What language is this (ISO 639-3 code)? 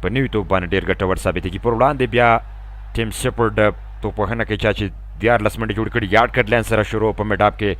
pus